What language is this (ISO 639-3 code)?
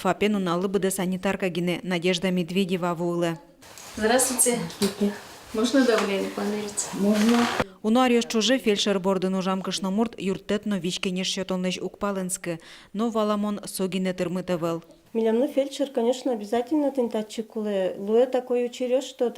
udm